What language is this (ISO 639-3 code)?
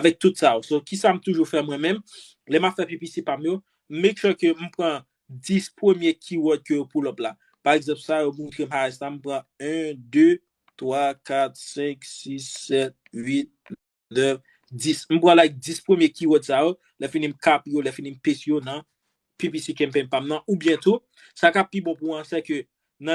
hat